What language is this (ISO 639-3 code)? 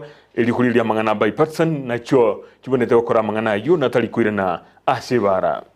guz